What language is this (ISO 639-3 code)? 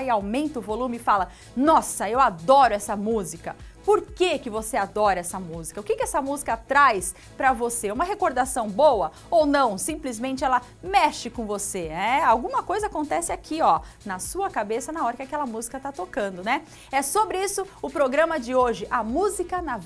por